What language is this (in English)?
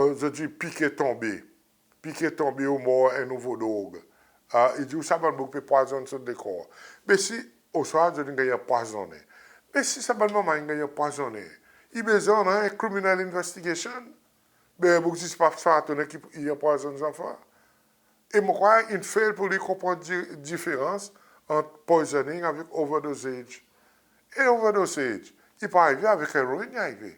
Seselwa Creole French